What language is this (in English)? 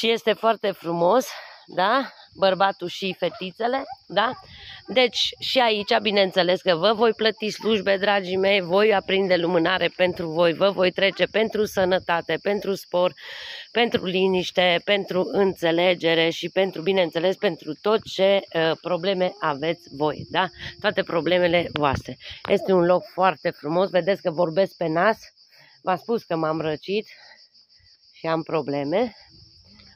Romanian